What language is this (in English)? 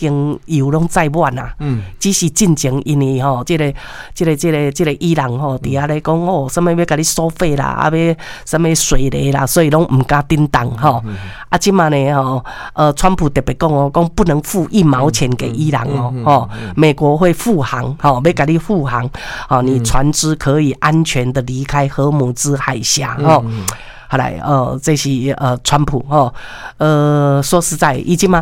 Min Nan Chinese